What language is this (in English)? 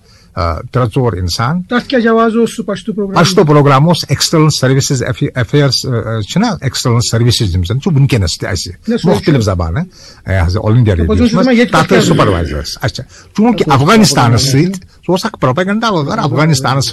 Kashmiri